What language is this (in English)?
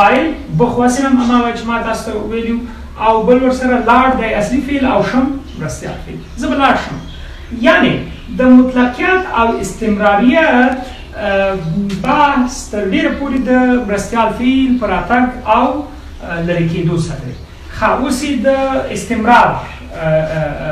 Pashto